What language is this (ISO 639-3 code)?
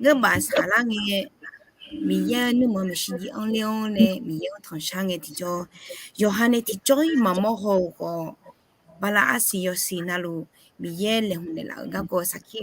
ahk